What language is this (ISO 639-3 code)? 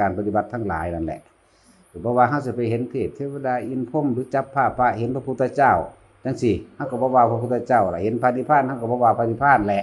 tts